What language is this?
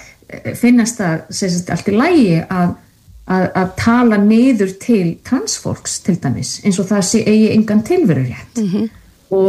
Icelandic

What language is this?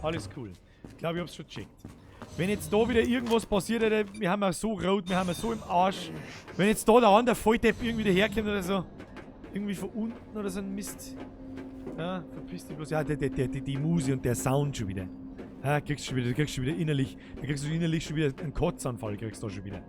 Bavarian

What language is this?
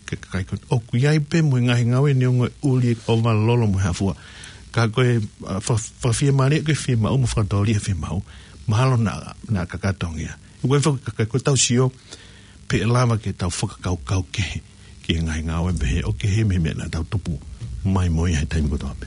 Tongan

